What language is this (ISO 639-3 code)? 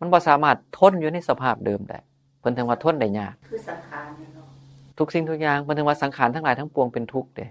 tts